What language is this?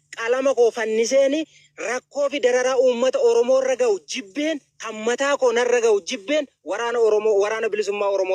Oromo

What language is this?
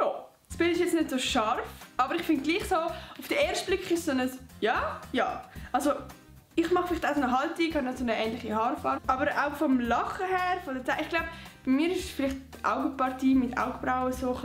Swiss German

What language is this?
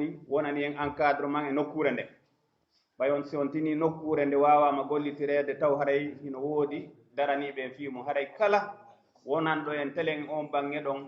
Pular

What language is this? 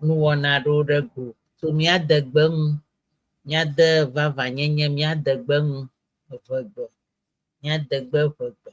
Ewe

